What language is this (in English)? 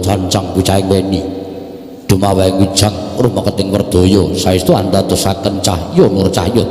Javanese